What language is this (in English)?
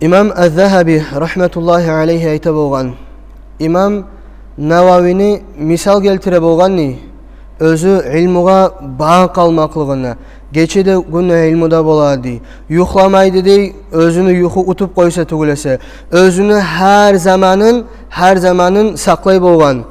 Kumyk